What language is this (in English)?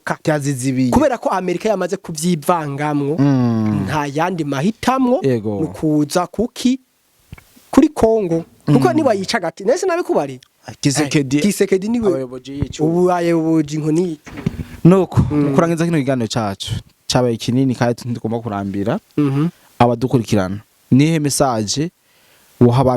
Rundi